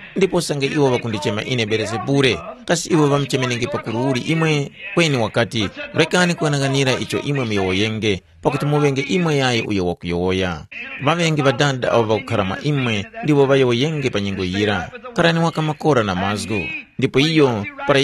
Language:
Tumbuka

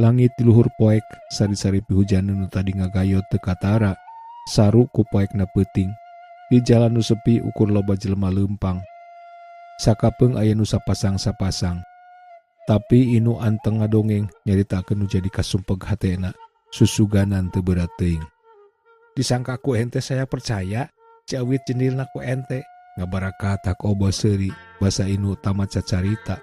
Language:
Sundanese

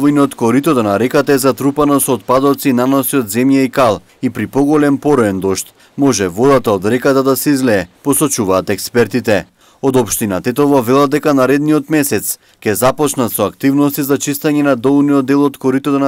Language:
Macedonian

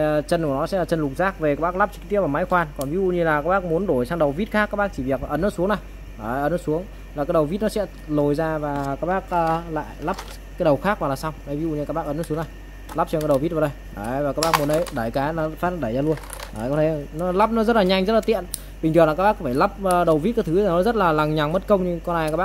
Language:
Vietnamese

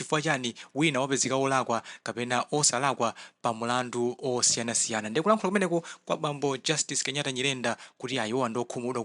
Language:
Nyanja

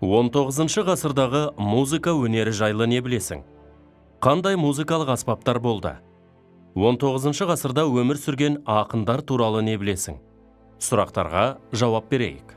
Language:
Kazakh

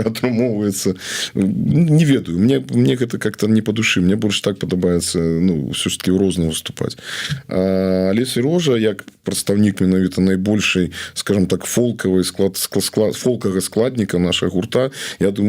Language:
Belarusian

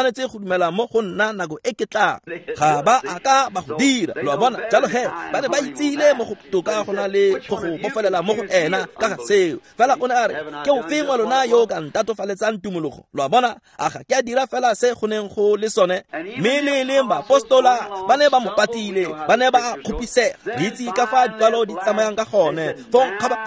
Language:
Tswana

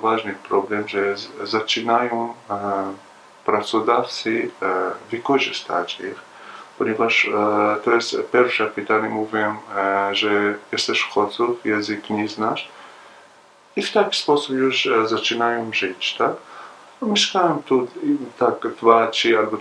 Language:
Polish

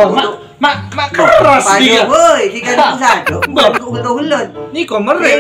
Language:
Madurese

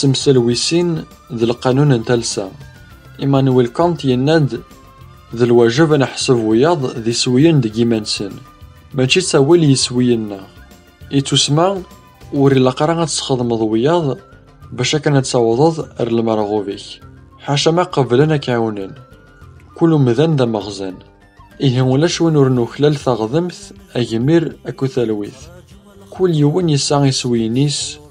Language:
Kabyle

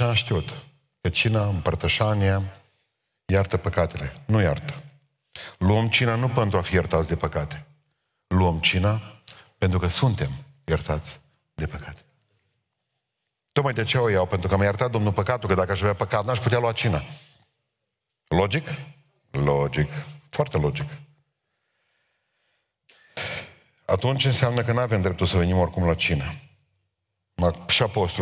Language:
Romanian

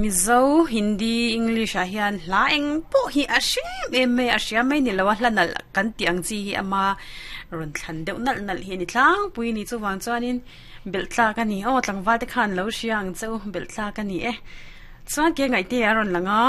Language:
Mizo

